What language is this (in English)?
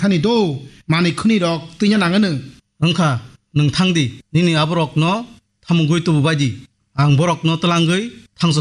Kok Borok